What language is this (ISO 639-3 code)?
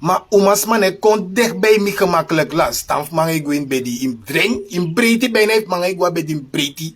srn